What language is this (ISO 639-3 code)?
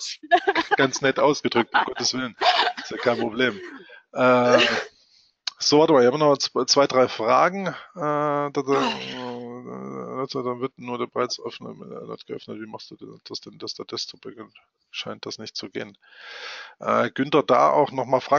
deu